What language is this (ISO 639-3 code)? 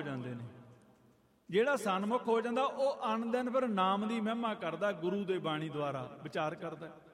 pan